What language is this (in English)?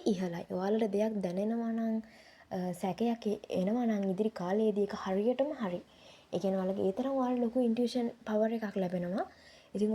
Sinhala